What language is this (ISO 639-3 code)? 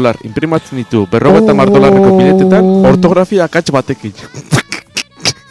eus